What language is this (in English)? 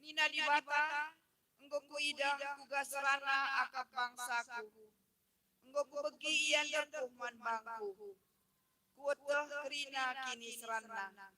Batak Karo